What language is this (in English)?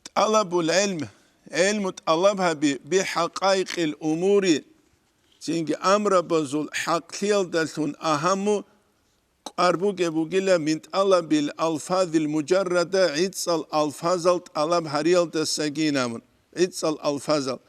Avaric